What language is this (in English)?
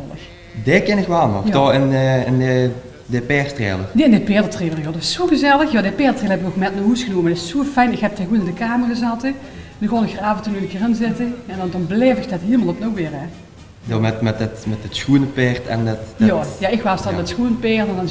Limburgish